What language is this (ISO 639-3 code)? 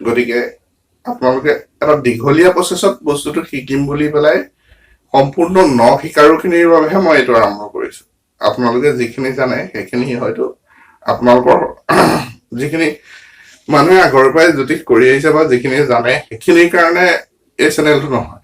asm